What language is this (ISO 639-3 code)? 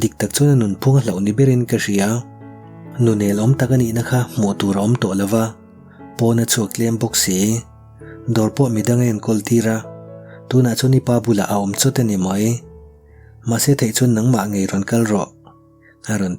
lus